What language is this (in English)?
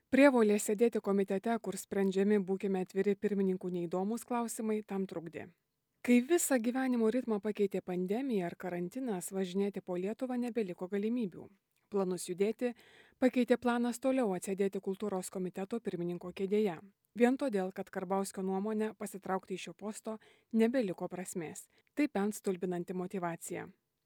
Lithuanian